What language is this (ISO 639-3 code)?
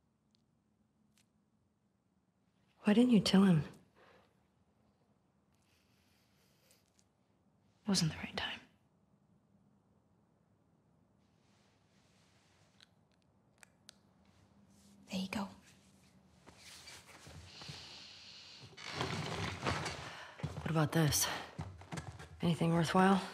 eng